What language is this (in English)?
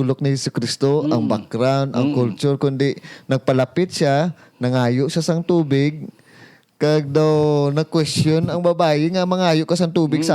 Hiligaynon